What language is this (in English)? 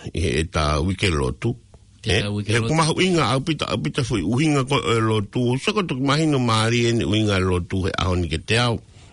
Tongan